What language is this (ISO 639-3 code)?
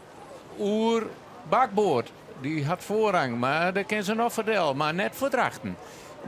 fry